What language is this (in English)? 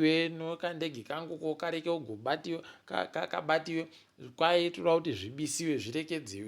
Ndau